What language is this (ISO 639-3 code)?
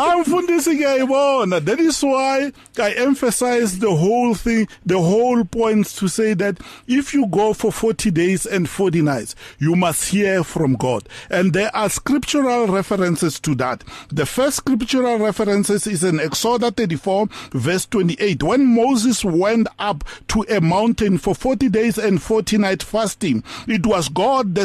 eng